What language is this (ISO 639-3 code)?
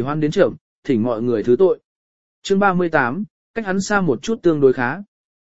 vie